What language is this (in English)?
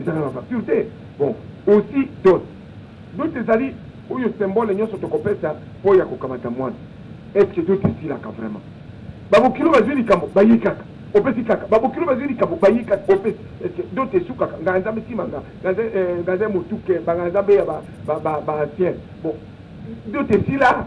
Lingala